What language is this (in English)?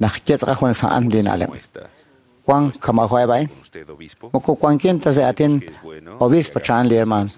Kekchí